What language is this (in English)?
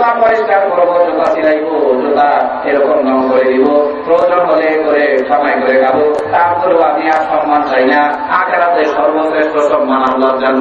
Bangla